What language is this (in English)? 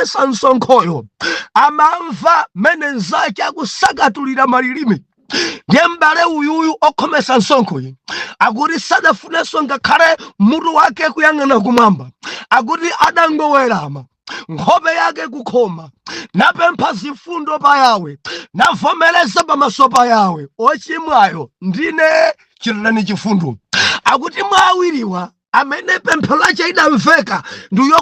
Nyanja